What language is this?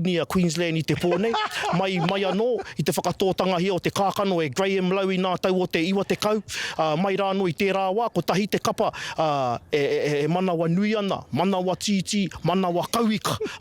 Māori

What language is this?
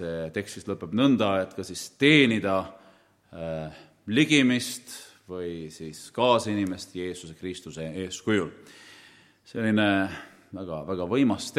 Estonian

